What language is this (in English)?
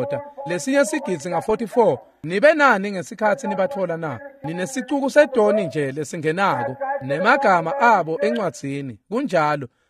Swati